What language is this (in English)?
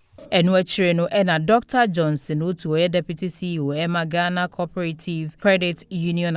Akan